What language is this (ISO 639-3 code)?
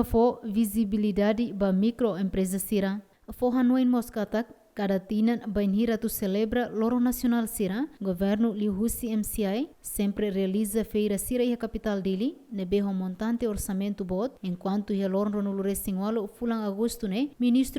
tet